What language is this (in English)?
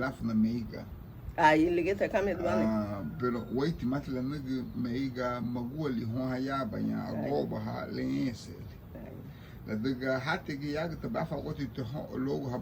Garifuna